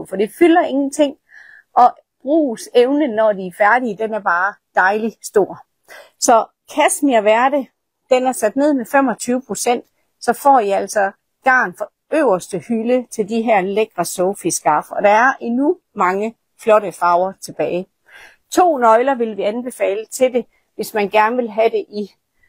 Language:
Danish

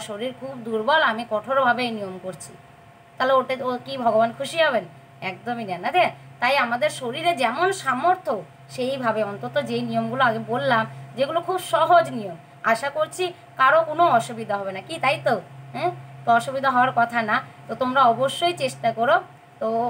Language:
Bangla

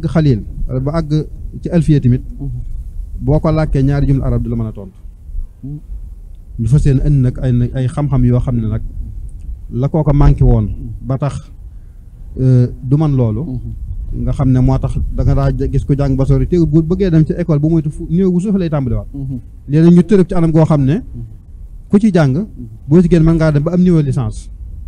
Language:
Wolof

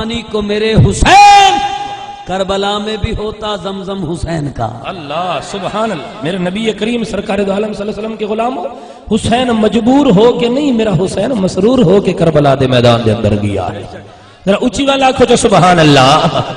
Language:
Saraiki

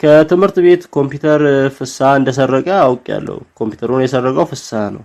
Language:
Amharic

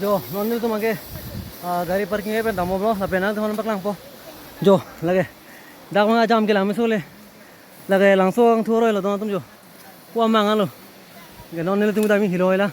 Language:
Karbi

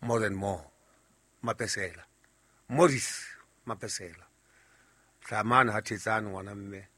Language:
Southern Sotho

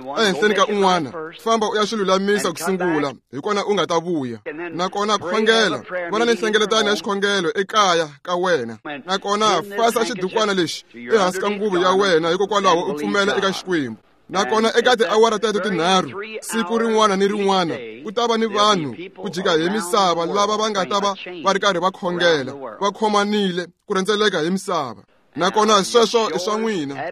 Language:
Tsonga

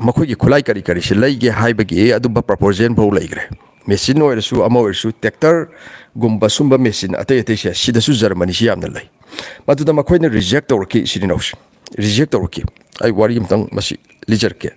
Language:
Manipuri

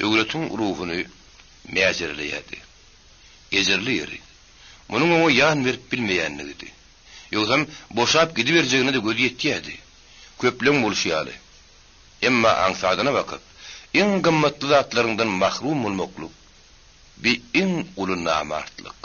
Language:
Turkmen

